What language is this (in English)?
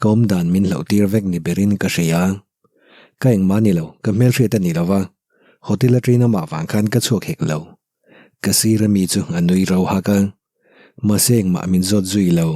Mizo